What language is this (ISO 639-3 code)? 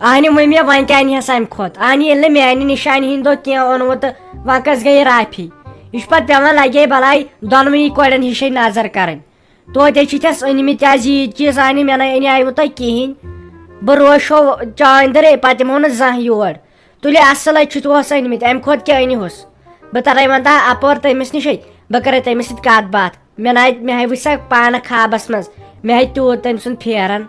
kas